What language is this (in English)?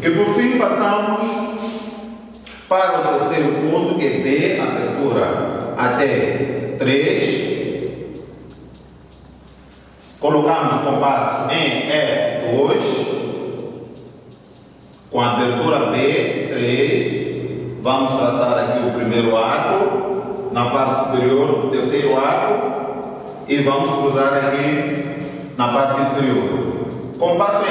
Portuguese